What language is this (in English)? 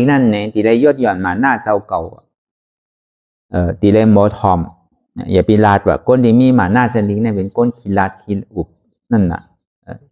Shan